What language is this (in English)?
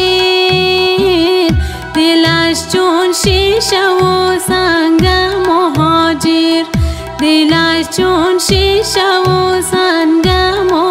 Persian